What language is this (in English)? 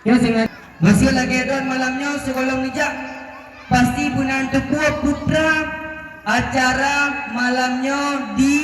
Achinese